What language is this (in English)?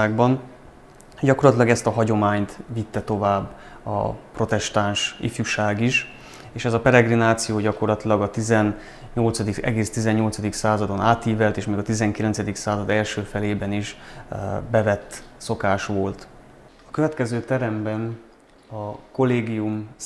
Hungarian